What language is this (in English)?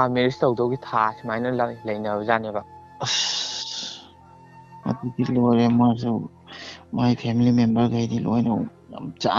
Manipuri